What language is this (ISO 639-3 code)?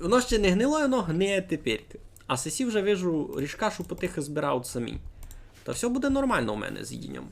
rue